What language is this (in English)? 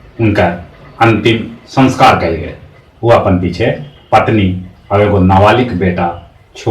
Magahi